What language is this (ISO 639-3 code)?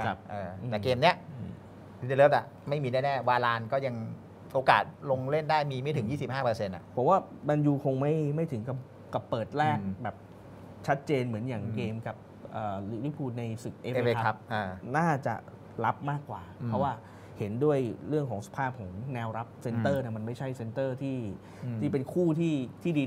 tha